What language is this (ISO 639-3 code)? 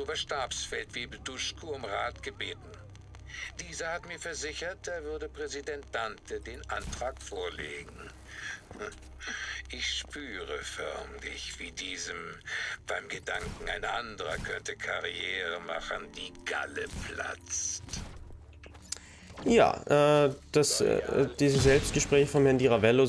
deu